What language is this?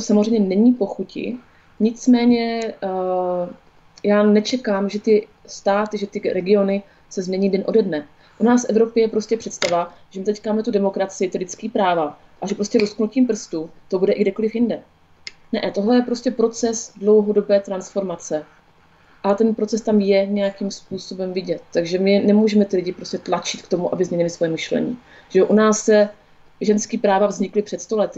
Czech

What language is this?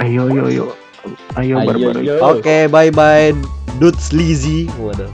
Banjar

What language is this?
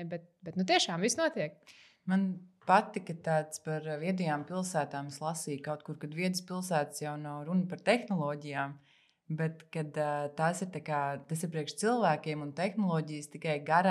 Latvian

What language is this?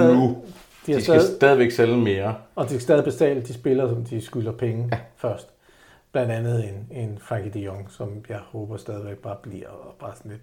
Danish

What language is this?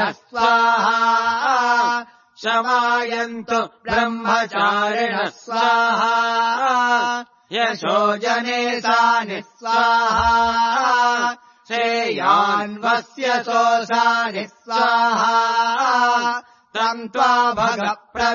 Sanskrit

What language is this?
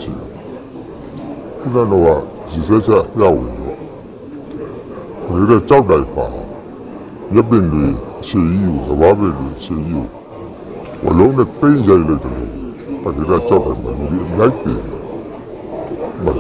Burmese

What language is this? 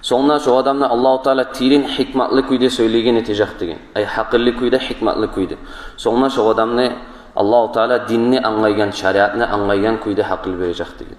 Kumyk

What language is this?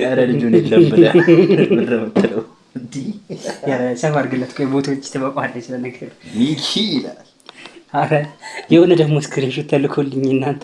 Amharic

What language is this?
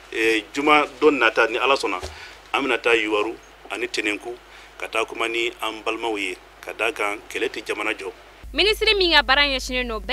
Bambara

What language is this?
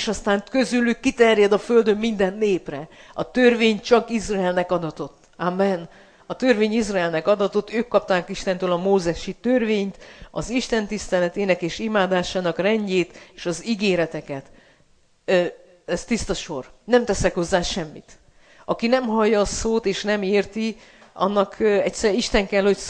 Hungarian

